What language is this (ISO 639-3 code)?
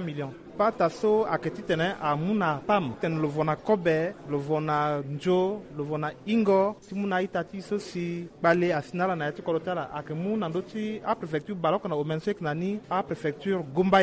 sag